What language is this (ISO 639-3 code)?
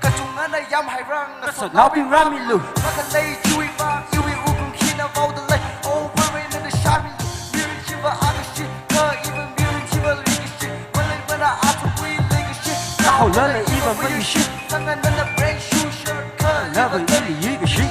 nmf